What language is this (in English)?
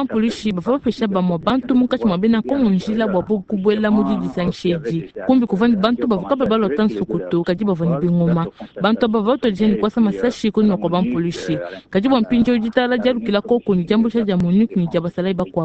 Luba-Lulua